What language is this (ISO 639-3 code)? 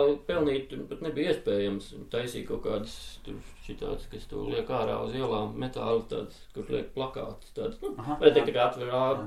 lav